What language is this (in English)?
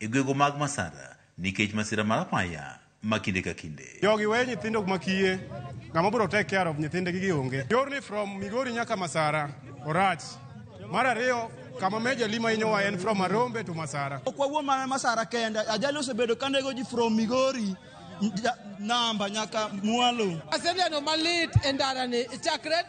Luo (Kenya and Tanzania)